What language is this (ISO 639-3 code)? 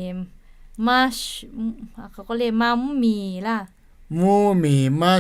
lhu